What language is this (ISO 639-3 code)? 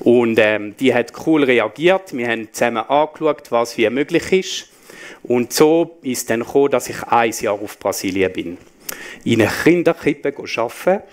gsw